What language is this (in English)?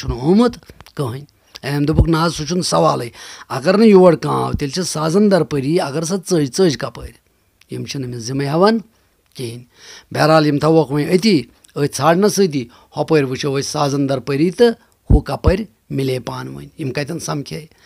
Kashmiri